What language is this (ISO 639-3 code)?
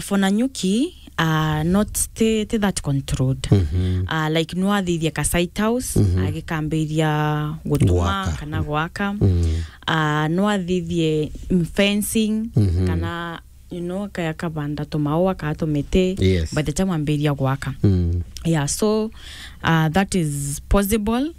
mer